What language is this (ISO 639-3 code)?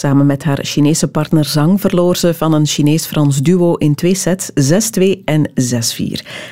nld